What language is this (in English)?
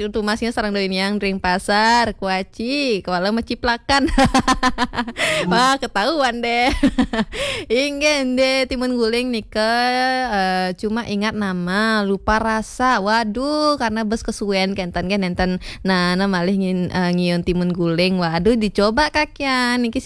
Balinese